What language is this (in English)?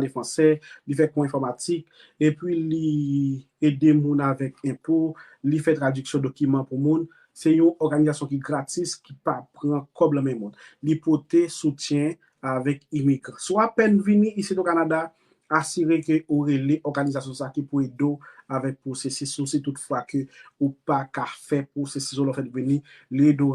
Haitian Creole